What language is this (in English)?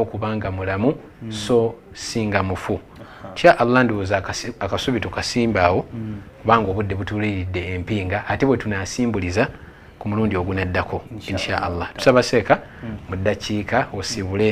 Ganda